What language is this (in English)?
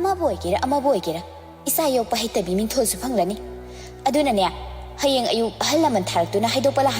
Manipuri